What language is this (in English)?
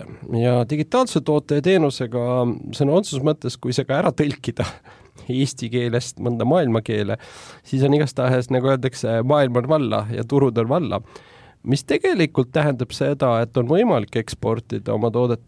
Estonian